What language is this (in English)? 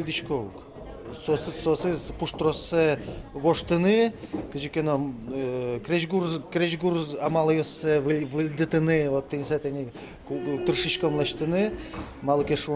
Udmurt